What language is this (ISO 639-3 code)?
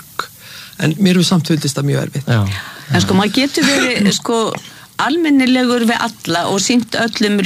isl